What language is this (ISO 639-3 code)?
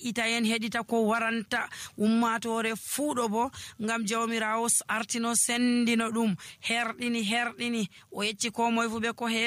fuv